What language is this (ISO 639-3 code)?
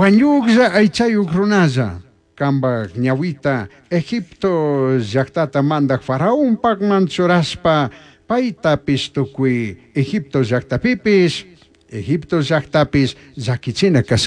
qug